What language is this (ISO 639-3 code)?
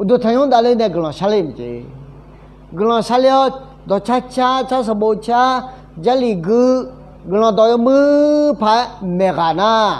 ahk